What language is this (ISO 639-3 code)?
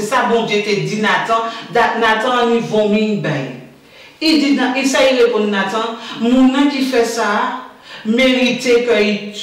gcf